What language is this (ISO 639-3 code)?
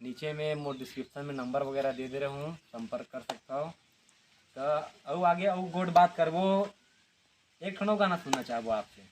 hne